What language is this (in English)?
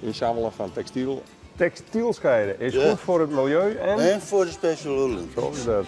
Western Frisian